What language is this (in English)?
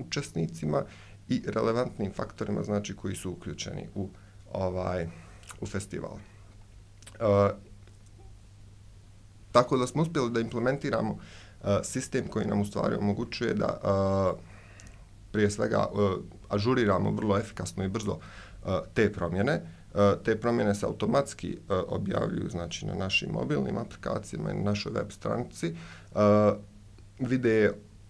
Bosnian